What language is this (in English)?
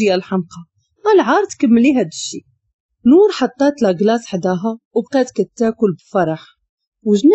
Moroccan Arabic